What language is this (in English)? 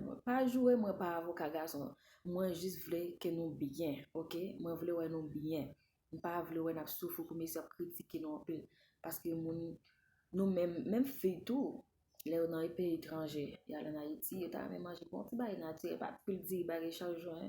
Haitian Creole